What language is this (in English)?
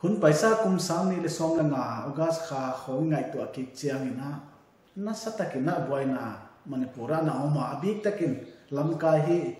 Paite Chin